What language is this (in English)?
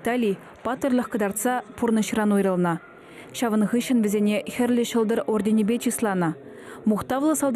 Chuvash